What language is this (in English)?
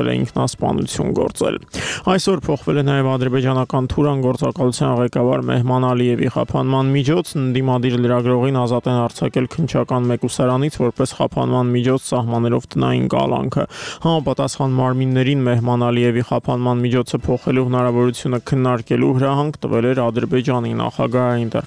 Armenian